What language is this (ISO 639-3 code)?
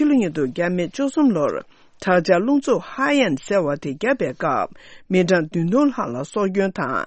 bod